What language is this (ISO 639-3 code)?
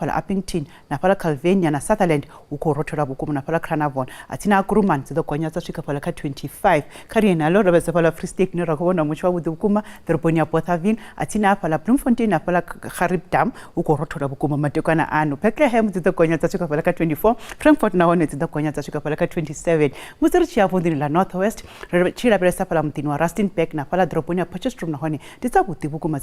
ven